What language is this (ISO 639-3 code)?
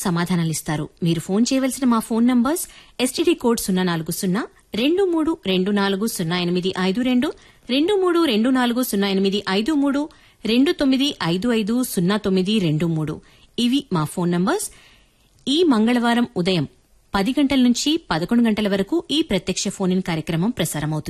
tel